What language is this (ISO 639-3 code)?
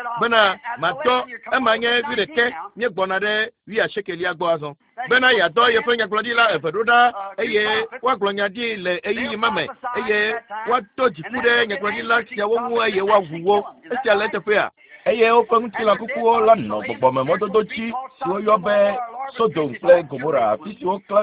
ewe